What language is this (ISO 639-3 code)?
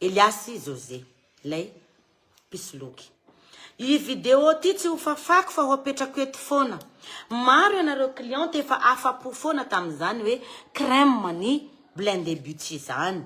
mlg